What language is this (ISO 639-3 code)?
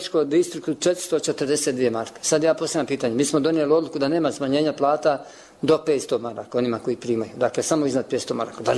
bos